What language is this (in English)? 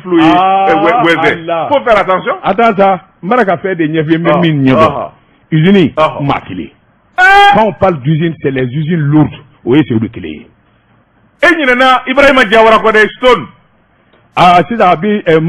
Bambara